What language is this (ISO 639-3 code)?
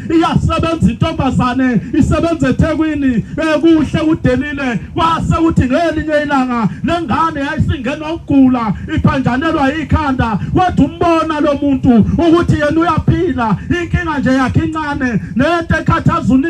zul